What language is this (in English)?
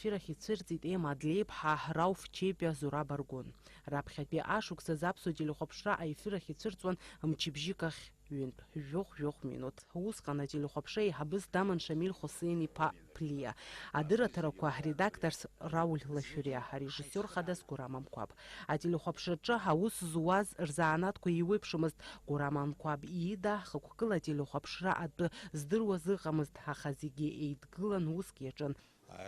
Abkhazian